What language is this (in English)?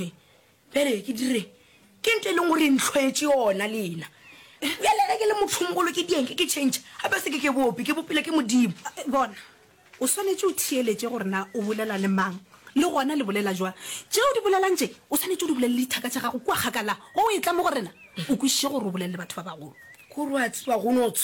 Northern Sotho